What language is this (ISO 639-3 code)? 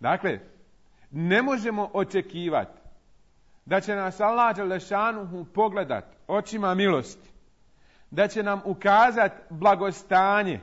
bos